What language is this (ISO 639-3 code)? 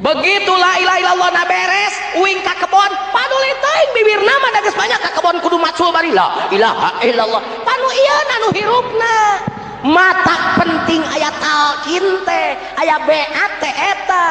sun